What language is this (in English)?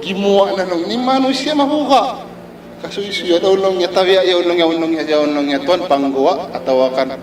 Tausug